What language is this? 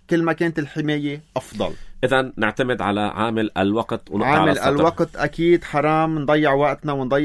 North Levantine Arabic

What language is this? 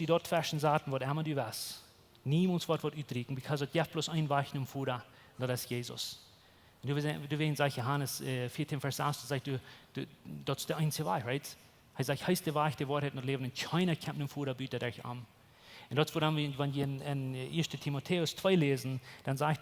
Plautdietsch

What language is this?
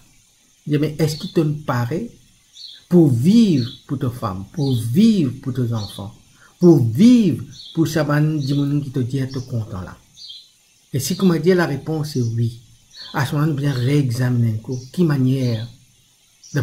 Morisyen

